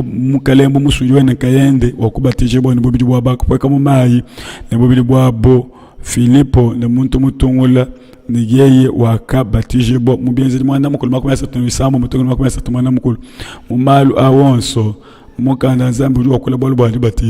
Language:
Luba-Lulua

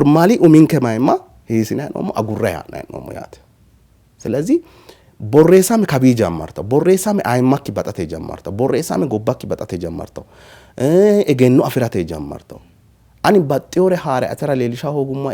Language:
Sidamo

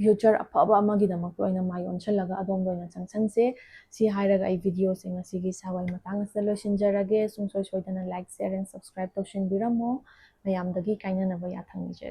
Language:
Manipuri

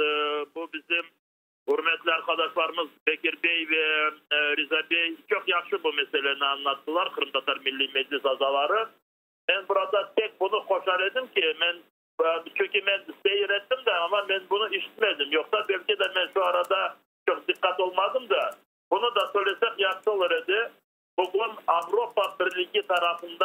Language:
Crimean Tatar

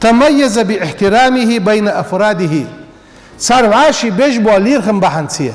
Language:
Ingush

